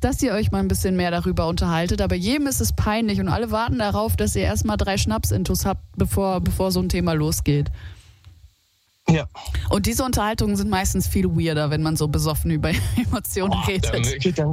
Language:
German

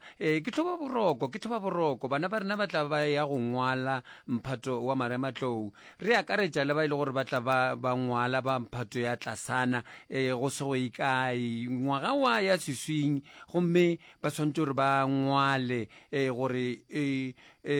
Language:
Northern Sotho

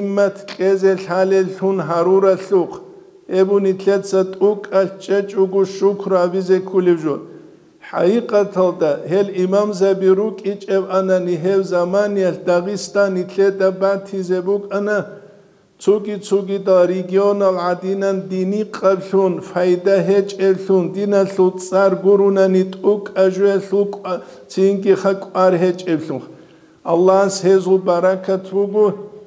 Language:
Avaric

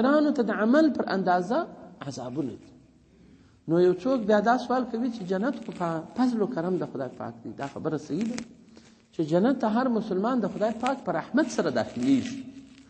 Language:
Pashto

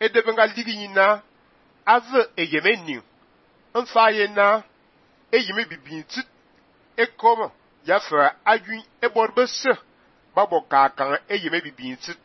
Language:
Fang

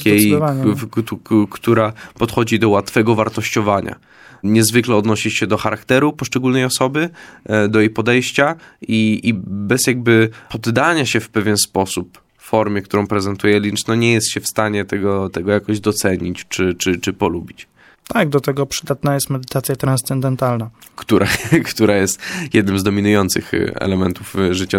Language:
Polish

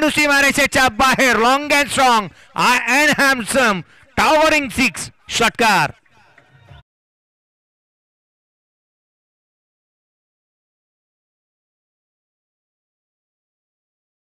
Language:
Marathi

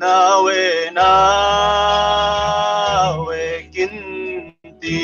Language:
Falam Chin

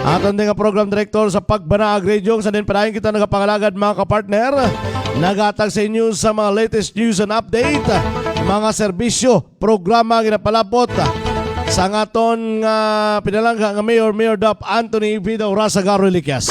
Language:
Hiligaynon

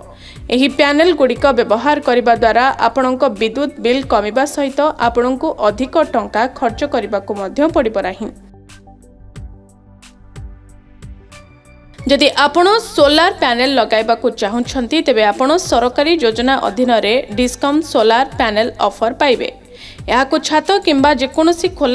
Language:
Odia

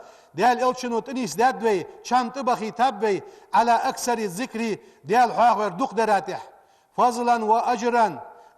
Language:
Ingush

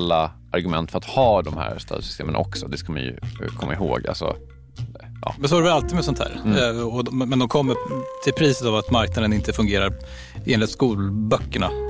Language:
Swedish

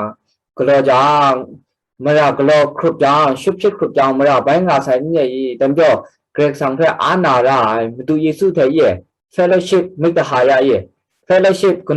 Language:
Kachin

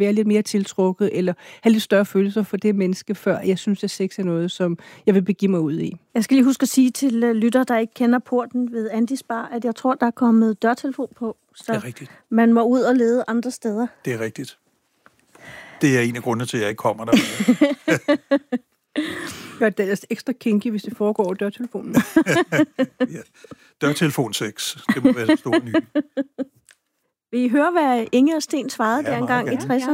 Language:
Danish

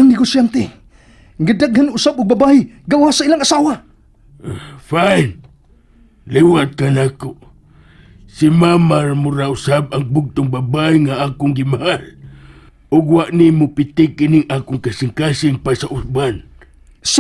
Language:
Cebuano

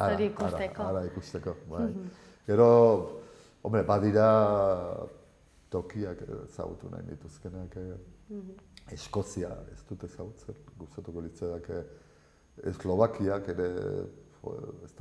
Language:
Basque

